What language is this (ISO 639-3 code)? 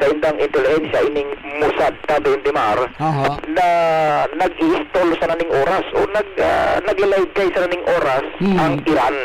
bik